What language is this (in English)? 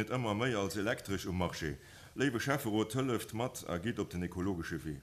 Luxembourgish